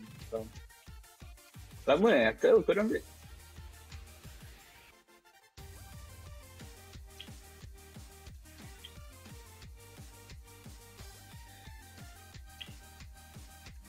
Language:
Malay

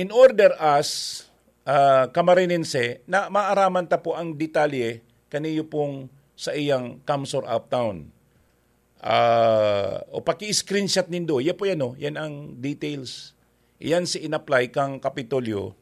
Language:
Bikol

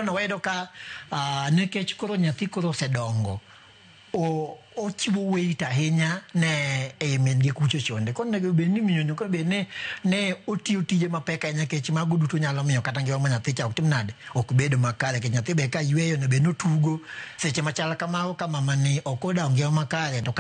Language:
Luo (Kenya and Tanzania)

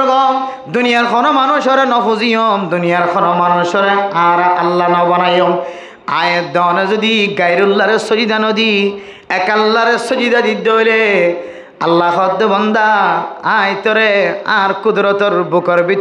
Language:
Rohingya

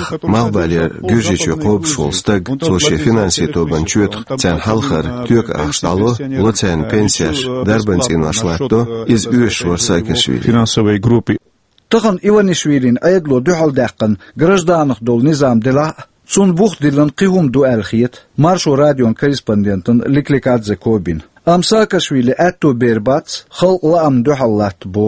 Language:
Chechen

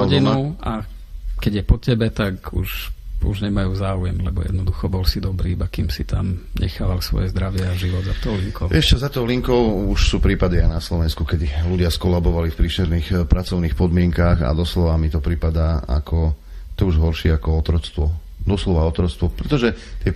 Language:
Slovak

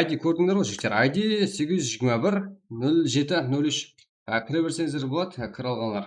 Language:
Kara-Kalpak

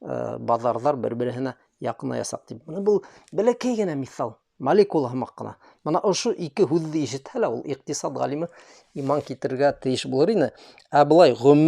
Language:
Bashkir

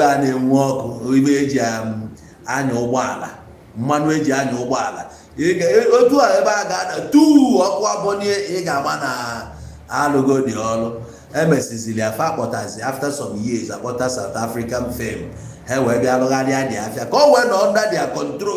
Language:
Igbo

